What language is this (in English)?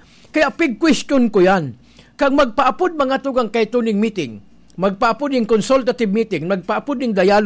Bikol